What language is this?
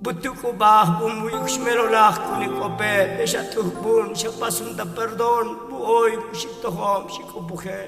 Tzotzil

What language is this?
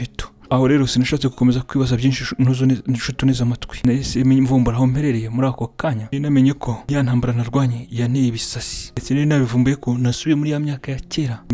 Kinyarwanda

